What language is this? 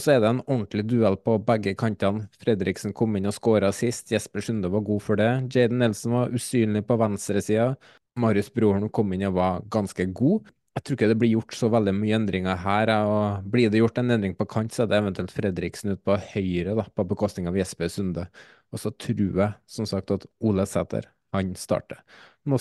Norwegian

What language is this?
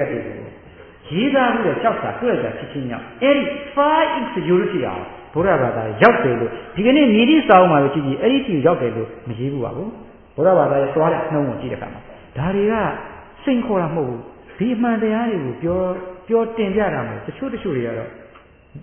Burmese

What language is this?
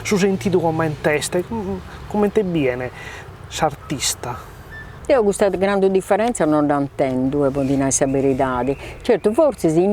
Sardinian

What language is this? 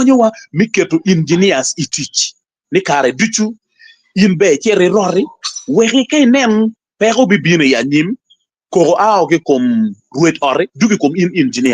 Acoli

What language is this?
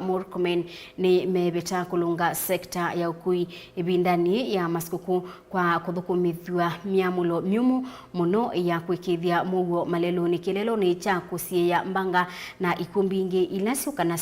Kamba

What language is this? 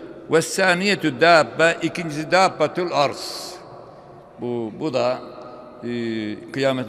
Turkish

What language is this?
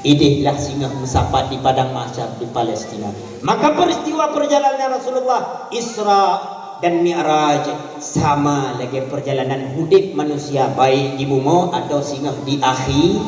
Achinese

